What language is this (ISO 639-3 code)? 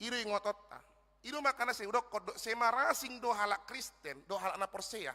bbc